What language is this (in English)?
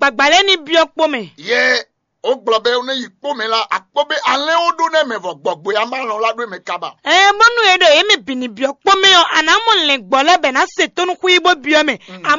Fon